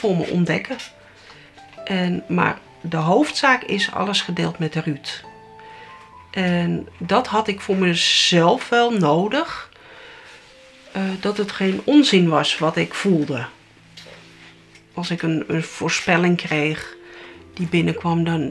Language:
Dutch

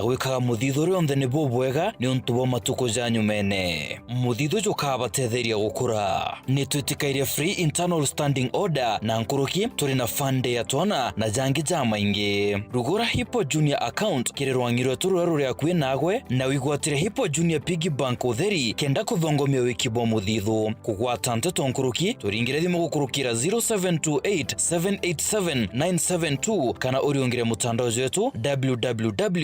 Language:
Meru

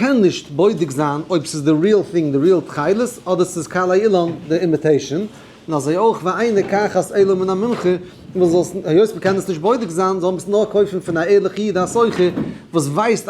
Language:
Yiddish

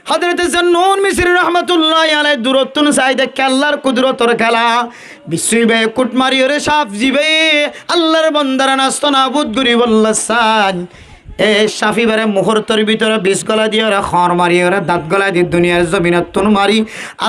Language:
Rohingya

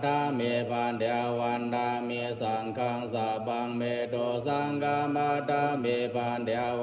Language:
Pali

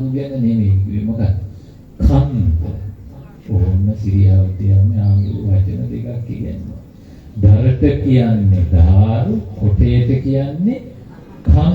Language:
Sinhala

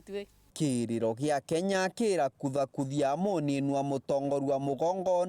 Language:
Meru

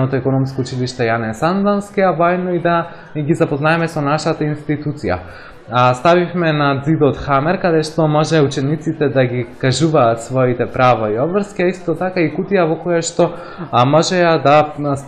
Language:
Macedonian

